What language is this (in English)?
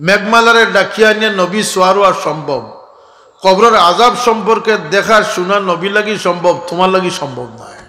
Sylheti